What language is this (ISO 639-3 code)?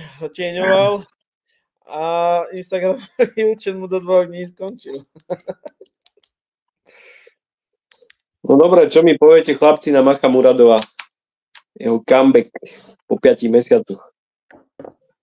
slk